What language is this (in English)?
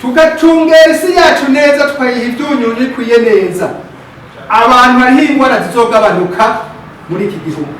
Rundi